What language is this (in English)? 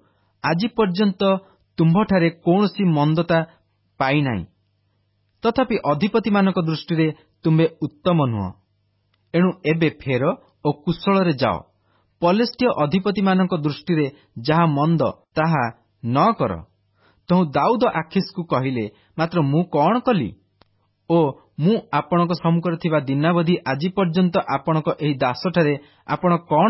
Odia